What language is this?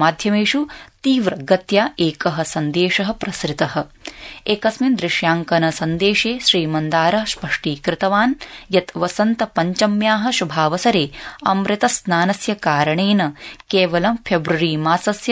Sanskrit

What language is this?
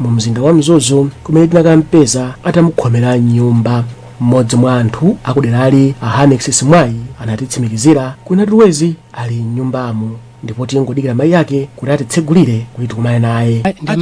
Nyanja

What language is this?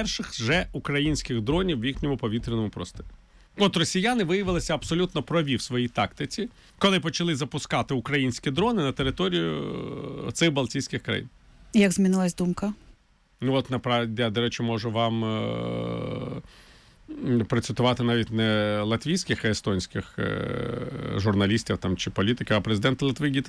Ukrainian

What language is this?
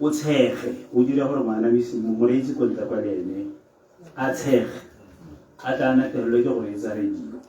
Tswana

